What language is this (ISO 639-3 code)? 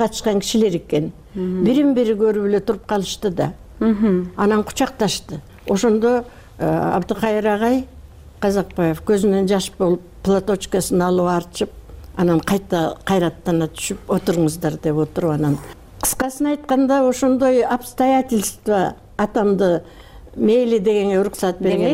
kir